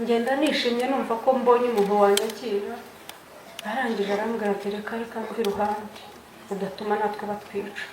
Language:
Kinyarwanda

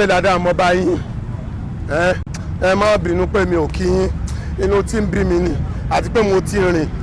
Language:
Yoruba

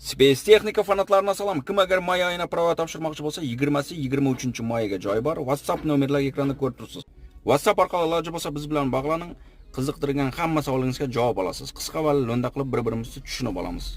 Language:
Uzbek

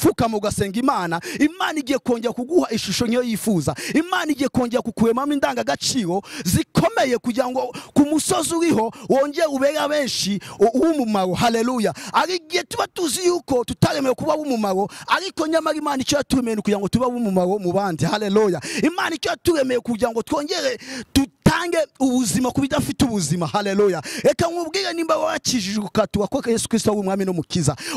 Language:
Kinyarwanda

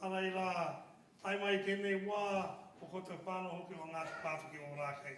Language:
Māori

